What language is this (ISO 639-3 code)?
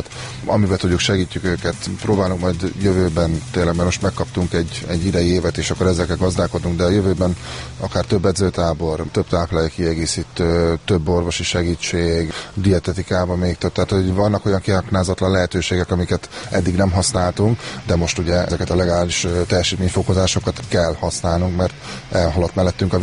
hun